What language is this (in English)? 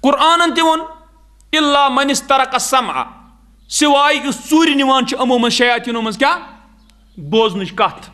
Kashmiri